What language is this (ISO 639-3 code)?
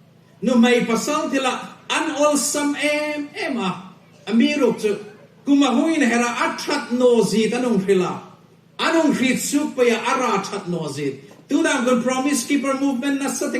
hmr